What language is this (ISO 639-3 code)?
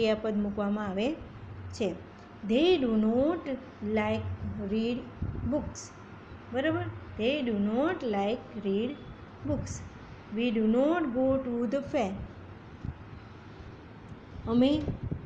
guj